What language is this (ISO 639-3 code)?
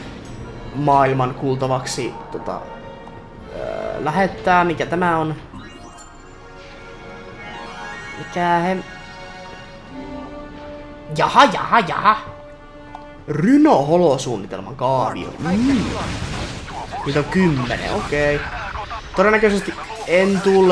fin